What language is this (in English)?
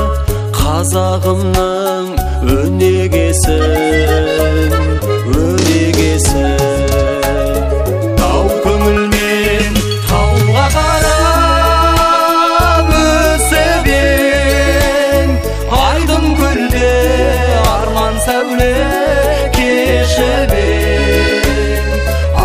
Kazakh